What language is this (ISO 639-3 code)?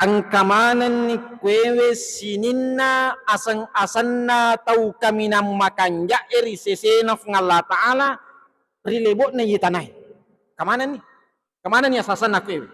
bug